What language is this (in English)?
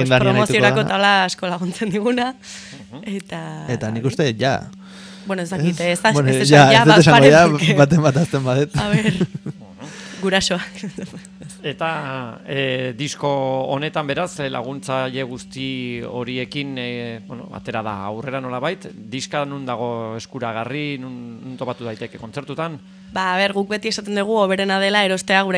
Basque